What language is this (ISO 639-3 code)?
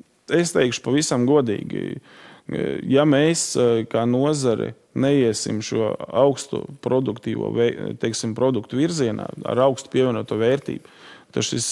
lav